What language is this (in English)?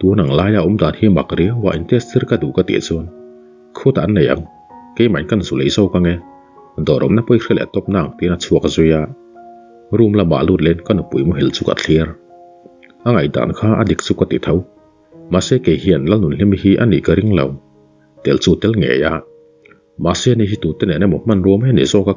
Mizo